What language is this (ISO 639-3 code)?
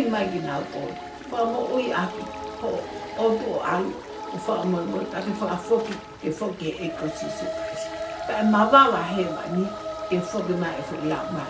ton